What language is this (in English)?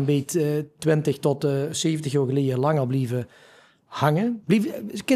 Limburgish